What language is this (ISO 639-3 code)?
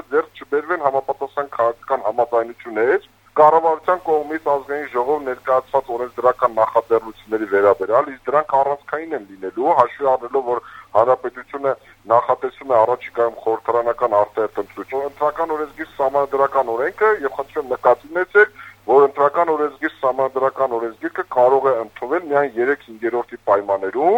hye